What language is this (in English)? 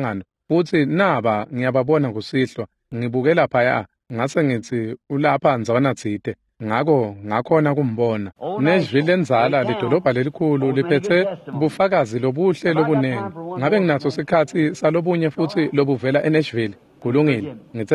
Swati